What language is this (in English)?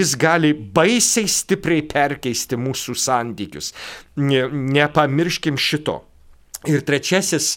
Lithuanian